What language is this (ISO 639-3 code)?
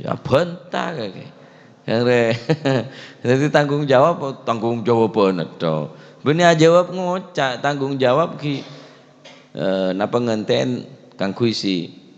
mad